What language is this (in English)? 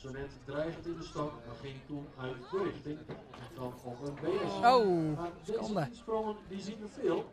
Western Frisian